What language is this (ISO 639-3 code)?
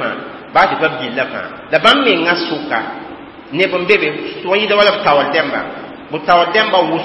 mos